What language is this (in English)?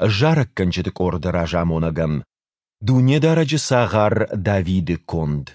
Ossetic